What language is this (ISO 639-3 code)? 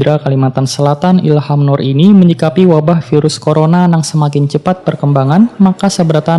bjn